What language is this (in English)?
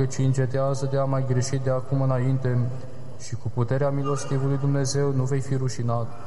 Romanian